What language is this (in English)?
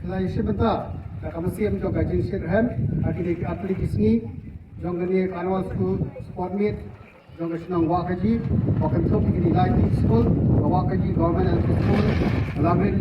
Khasi